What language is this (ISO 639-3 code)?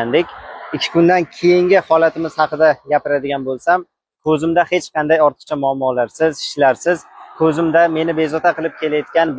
uzb